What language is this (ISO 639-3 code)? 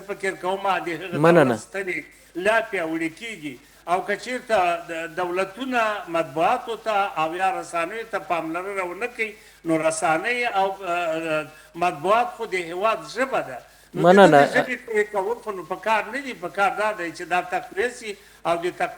pus